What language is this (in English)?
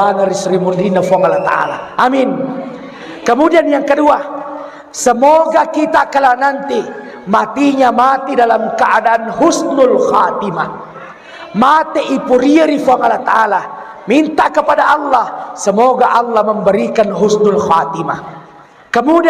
Buginese